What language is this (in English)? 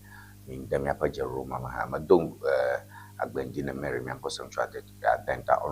Ewe